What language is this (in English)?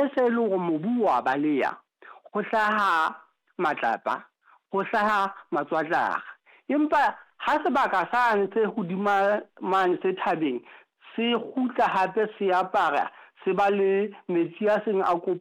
Southern Sotho